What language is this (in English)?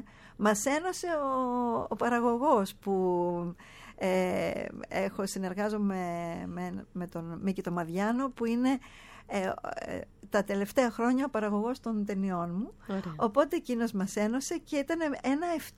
Greek